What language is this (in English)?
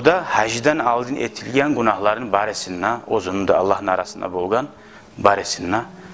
Kumyk